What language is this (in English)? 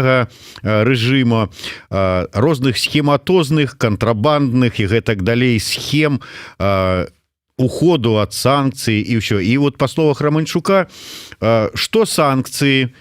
Belarusian